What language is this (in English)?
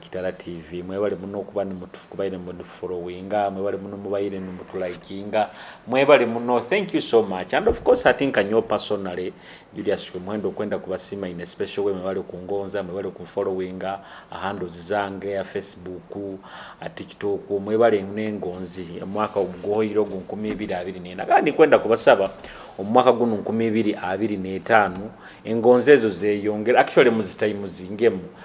Nyoro